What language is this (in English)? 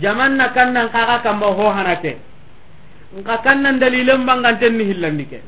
Soninke